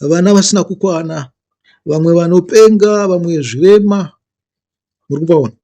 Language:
Shona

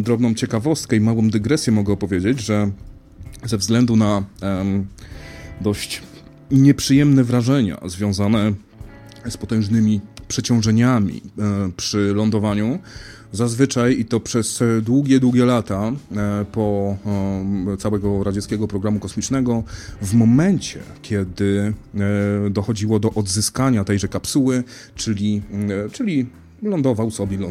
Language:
Polish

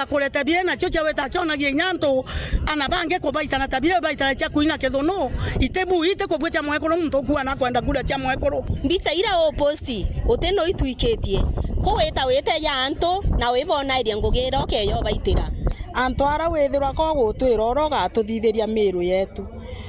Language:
Meru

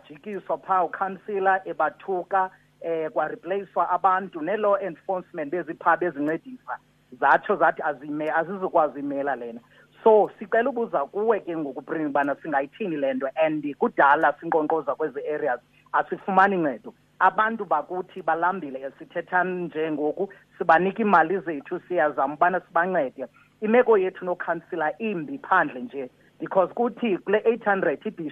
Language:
Xhosa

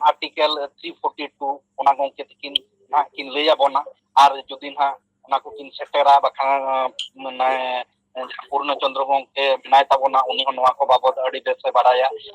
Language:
Santali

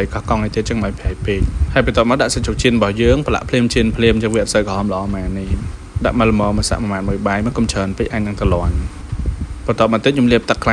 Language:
Khmer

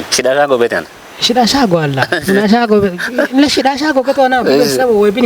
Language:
Kafa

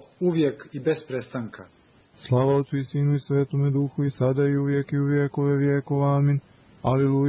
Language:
Serbian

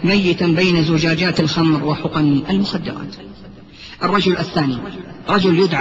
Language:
Arabic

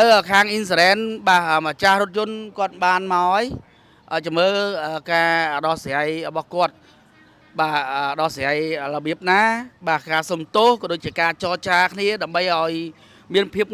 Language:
Khmer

